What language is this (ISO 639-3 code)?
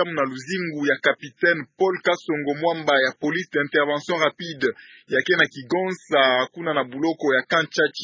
ktu